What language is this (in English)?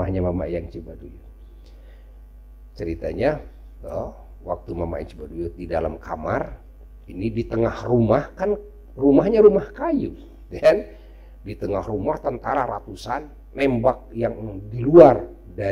Indonesian